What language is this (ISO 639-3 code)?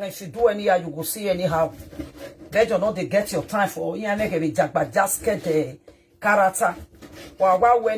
pcm